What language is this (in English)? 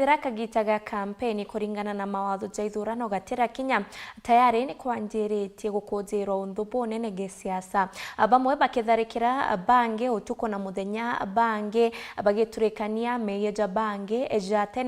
Meru